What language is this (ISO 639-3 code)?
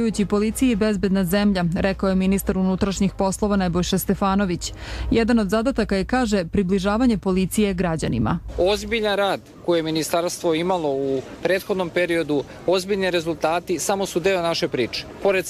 srp